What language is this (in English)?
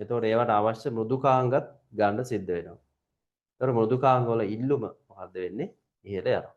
Sinhala